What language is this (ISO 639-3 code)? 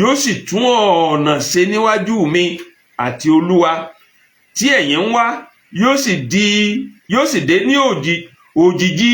yor